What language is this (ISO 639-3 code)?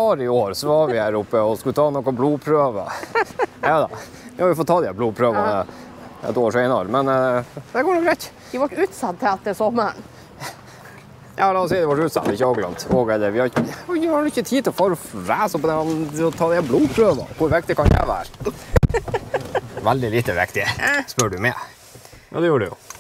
nor